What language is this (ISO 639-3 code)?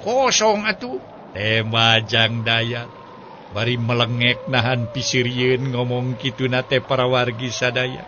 sun